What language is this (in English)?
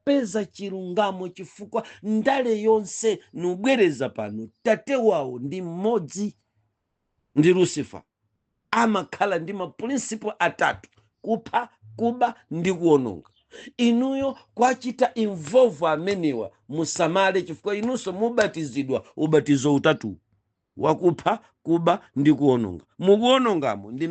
Nyanja